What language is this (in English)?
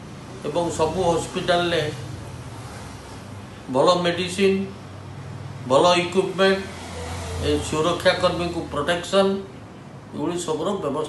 Odia